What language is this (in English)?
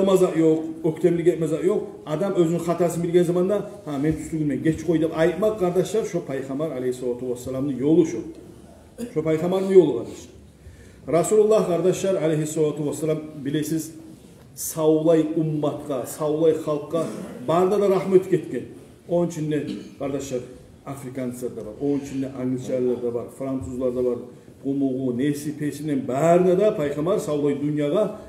Kumyk